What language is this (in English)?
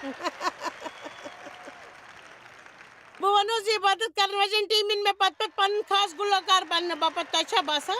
Kashmiri